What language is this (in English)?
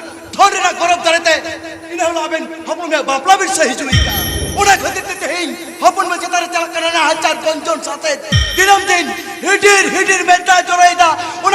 Santali